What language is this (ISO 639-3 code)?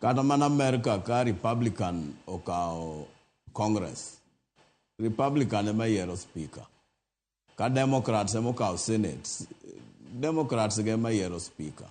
luo